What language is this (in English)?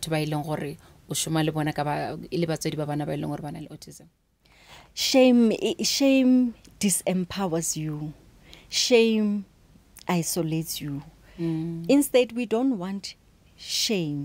Northern Sotho